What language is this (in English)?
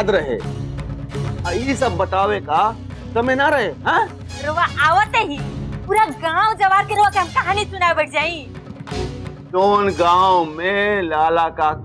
Bhojpuri